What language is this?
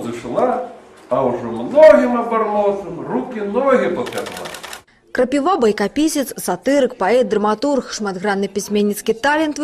Belarusian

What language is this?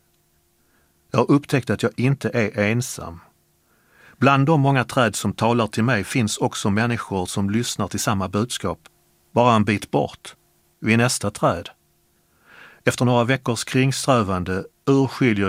Swedish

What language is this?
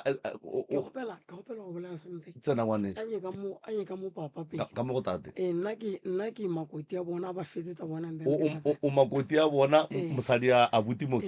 Northern Sotho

